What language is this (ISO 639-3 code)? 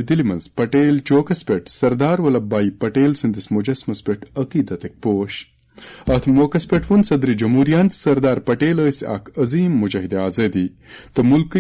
kas